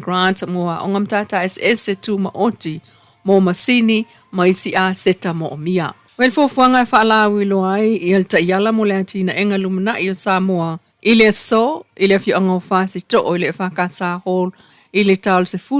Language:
Samoan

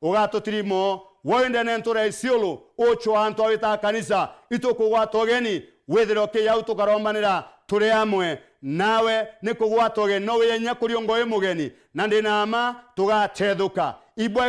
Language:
Meru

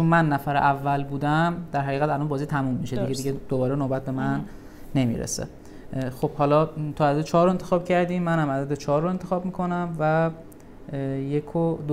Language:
Persian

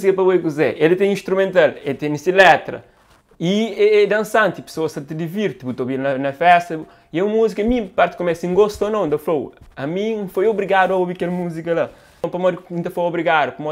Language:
Kabuverdianu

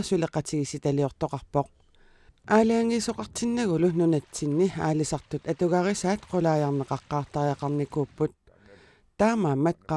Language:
Kalaallisut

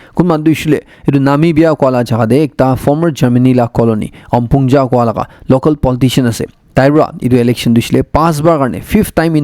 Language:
Naga Pidgin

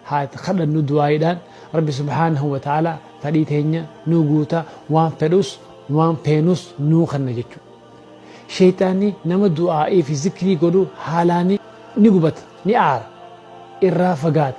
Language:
Oromo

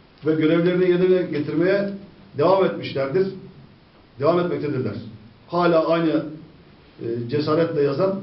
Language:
Turkish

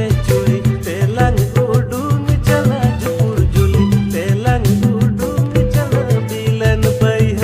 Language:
Santali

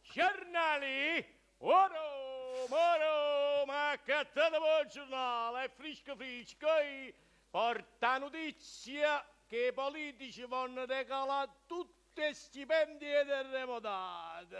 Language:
Neapolitan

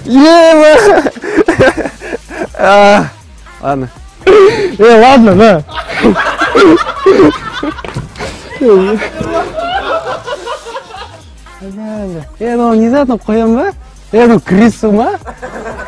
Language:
Kazakh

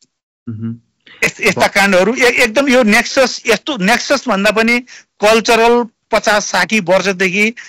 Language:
Nepali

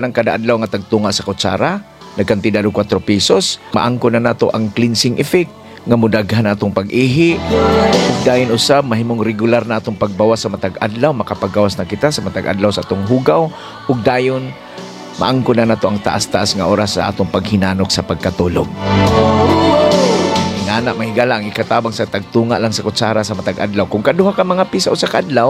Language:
Cebuano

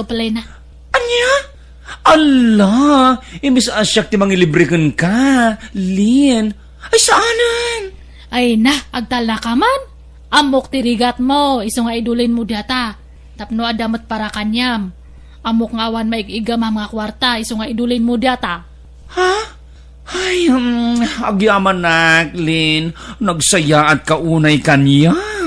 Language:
Iloko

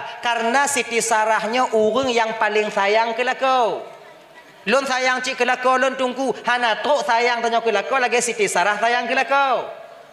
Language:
Achinese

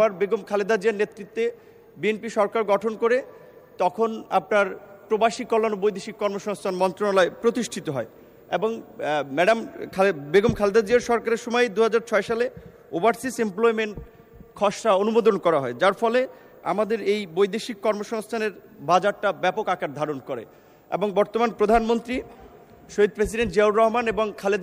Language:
Bangla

